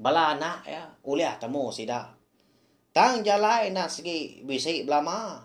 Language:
Iban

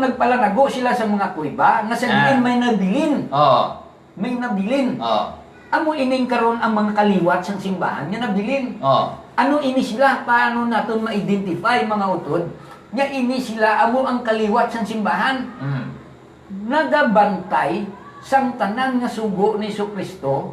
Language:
Hiligaynon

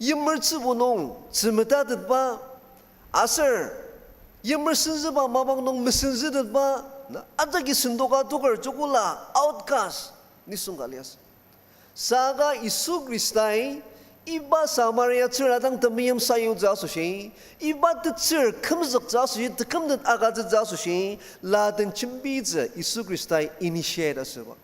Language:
Ao Naga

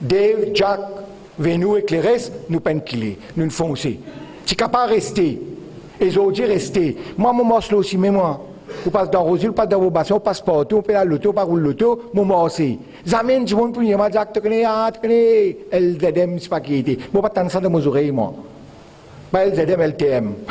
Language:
Morisyen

